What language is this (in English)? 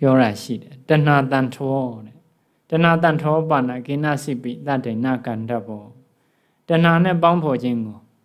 Burmese